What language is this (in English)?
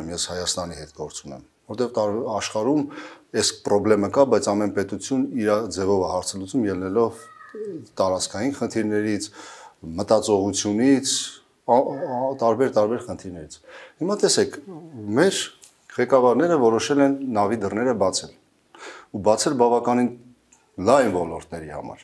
Armenian